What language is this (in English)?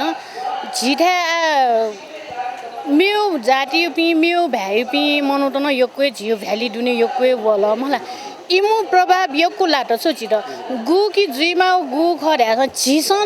Newari